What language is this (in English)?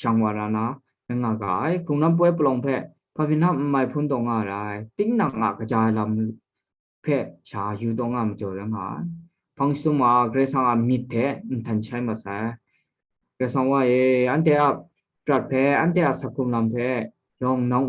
Kachin